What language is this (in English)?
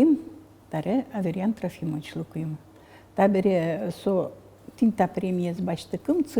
Udmurt